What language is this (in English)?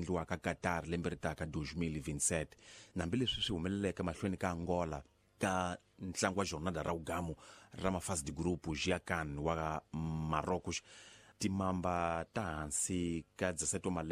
Tsonga